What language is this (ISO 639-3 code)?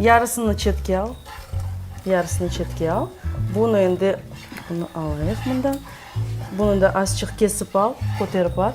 crh